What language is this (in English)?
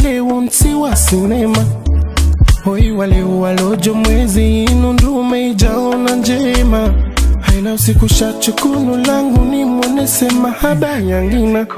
Swahili